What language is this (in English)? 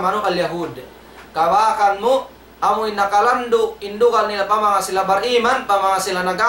Tausug